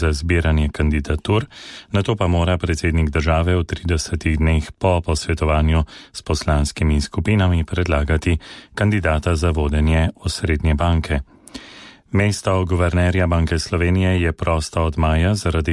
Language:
Slovenian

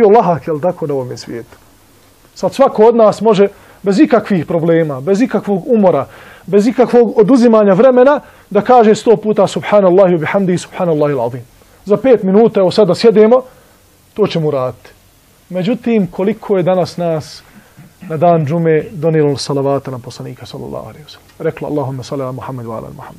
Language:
Bosnian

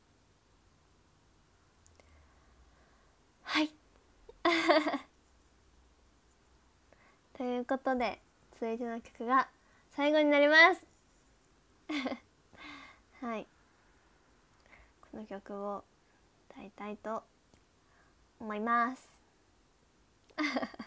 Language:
Japanese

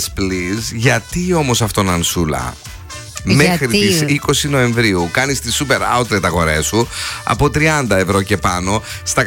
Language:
Greek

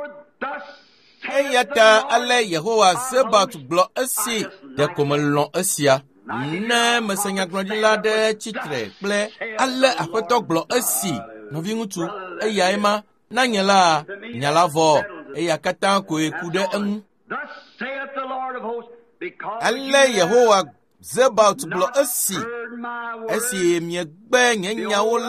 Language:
Ewe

